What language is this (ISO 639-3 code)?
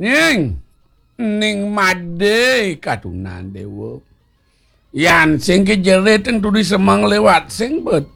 ban